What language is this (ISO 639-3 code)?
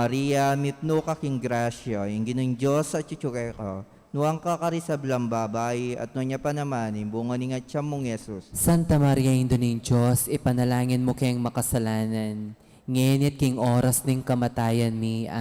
pam